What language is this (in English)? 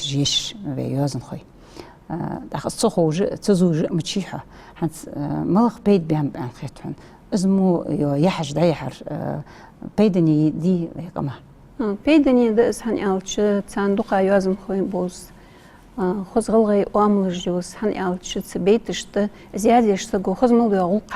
Ingush